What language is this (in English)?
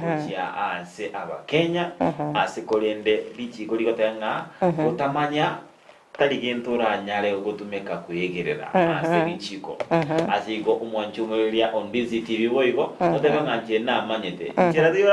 Gusii